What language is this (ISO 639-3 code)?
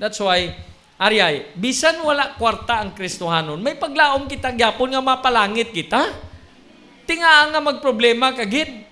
hil